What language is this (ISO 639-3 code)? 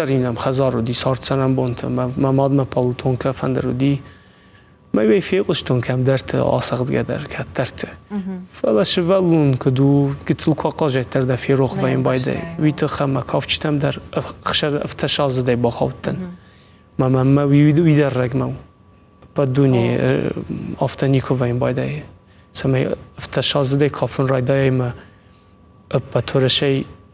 oss